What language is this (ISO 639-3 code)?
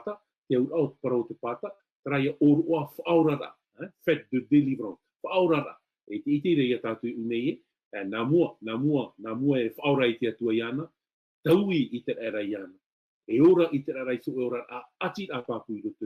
tah